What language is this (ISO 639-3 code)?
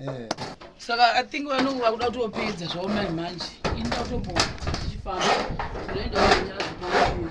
sna